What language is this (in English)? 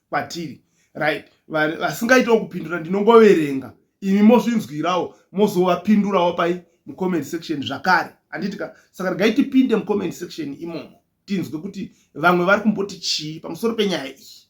Shona